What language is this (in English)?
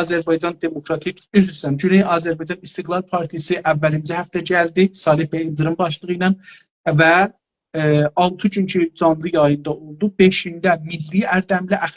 South Azerbaijani